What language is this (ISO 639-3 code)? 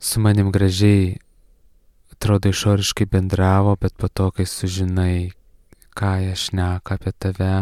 lit